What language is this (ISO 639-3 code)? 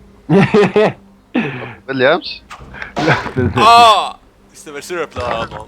fao